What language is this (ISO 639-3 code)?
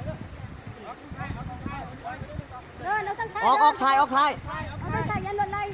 lao